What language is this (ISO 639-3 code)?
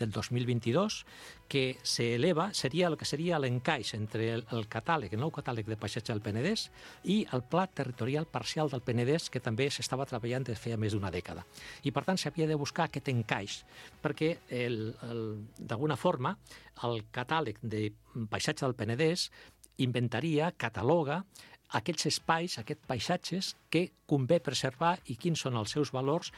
cat